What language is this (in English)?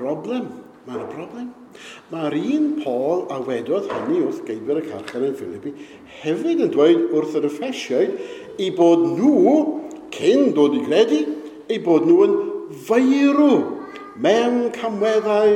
Welsh